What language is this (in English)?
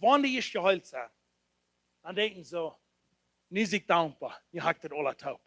Plautdietsch